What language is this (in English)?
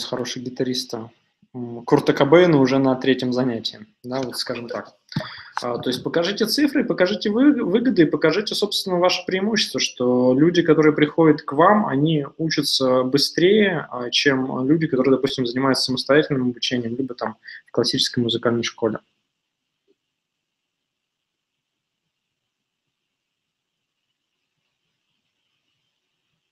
Russian